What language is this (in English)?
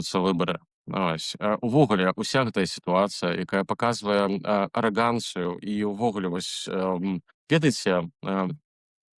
Belarusian